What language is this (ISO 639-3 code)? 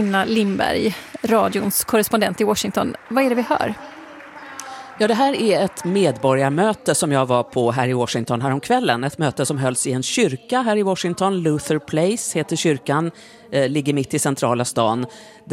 swe